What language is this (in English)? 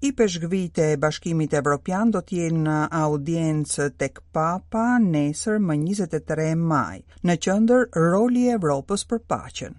Albanian